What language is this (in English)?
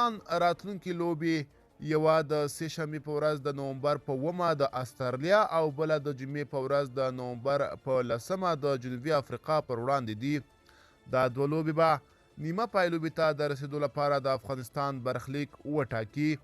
Pashto